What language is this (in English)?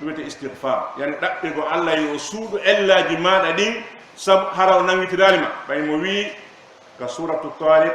Fula